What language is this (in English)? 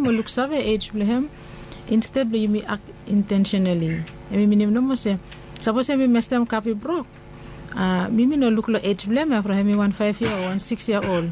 Bislama